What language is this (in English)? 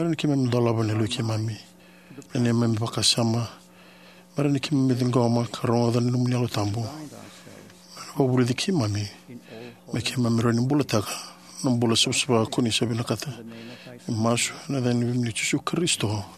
Fijian